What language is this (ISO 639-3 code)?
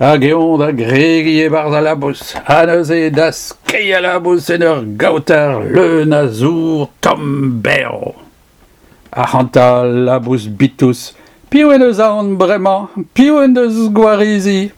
bre